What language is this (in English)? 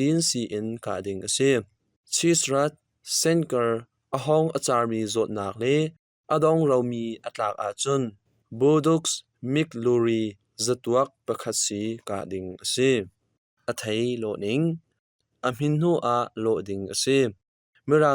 Hakha Chin